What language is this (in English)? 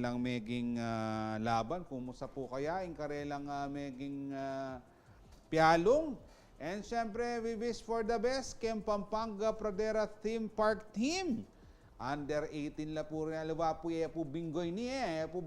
Pampanga